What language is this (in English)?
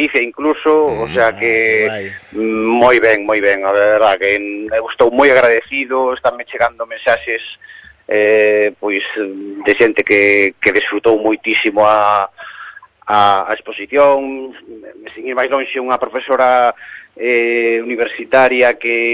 Galician